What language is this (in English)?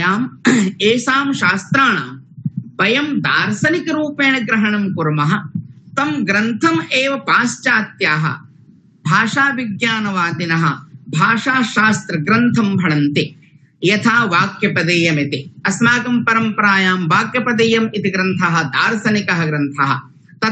Sanskrit